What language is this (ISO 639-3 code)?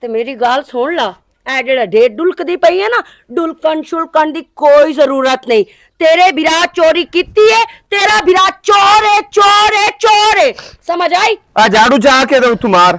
lah